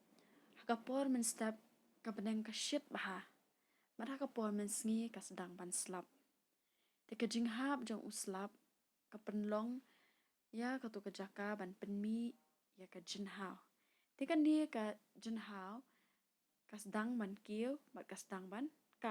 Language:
Khasi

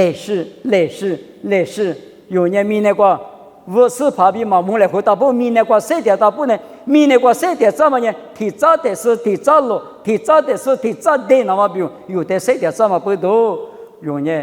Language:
Lisu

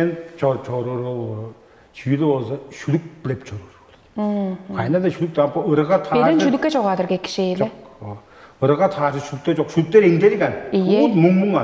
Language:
Tuvinian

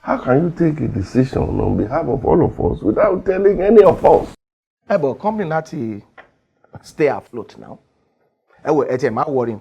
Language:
Yoruba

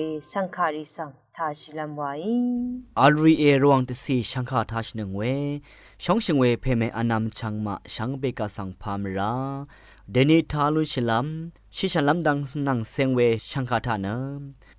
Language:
Rawang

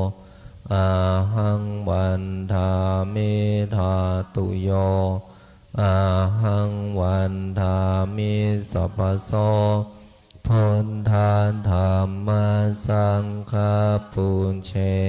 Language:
Pali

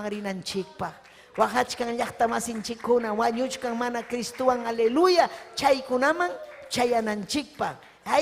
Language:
Ayacucho Quechua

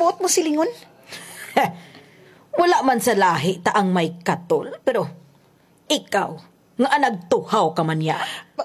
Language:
Hiligaynon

